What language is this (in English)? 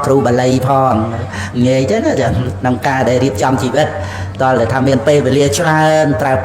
Khmer